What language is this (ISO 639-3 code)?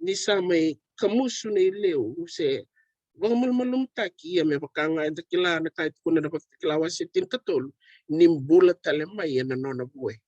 fij